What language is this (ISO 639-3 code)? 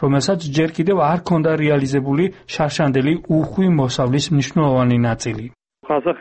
kat